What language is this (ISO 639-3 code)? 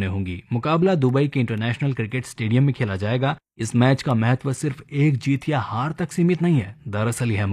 hin